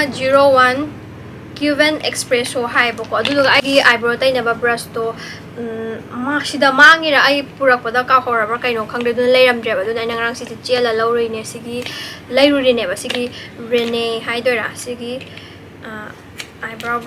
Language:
Manipuri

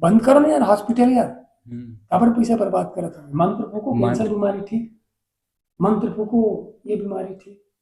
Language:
Chhattisgarhi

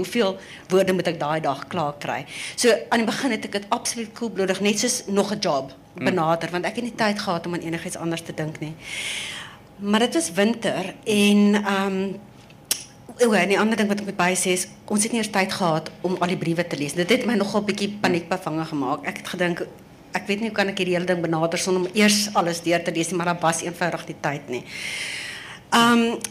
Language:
Afrikaans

